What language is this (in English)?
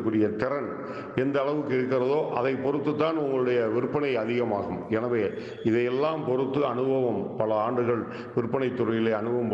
Tamil